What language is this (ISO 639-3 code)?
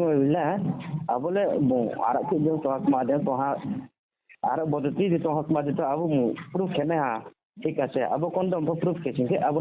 ria